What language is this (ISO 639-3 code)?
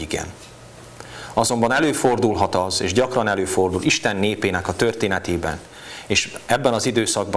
hun